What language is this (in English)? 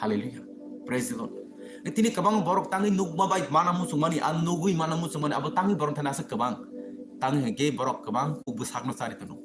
Kok Borok